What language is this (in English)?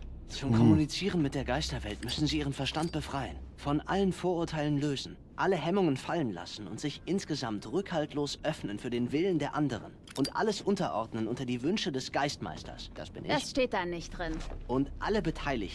Bavarian